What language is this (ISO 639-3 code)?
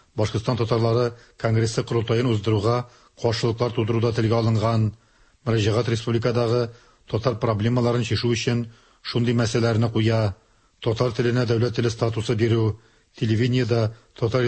tat